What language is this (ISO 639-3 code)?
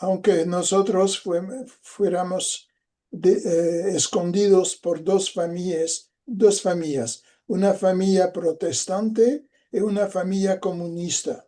lad